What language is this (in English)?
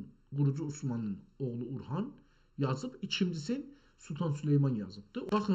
South Azerbaijani